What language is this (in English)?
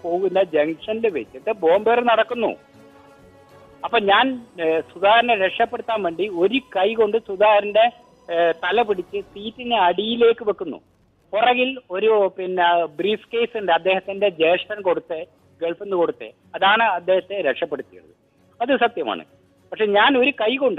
Malayalam